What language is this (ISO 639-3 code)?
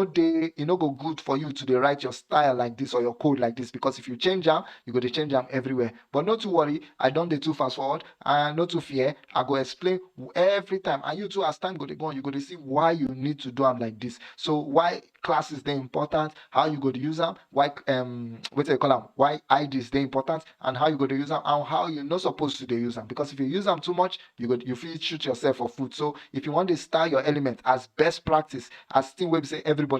pcm